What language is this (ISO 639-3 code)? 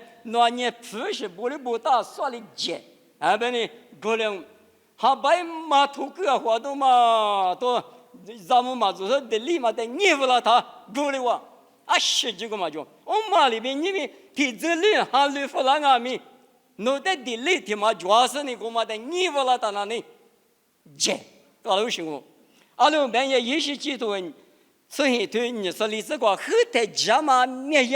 lis